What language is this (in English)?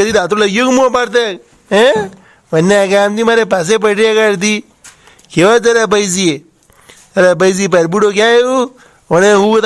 Rajasthani